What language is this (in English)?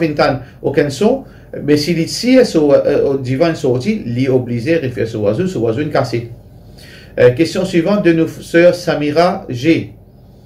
Morisyen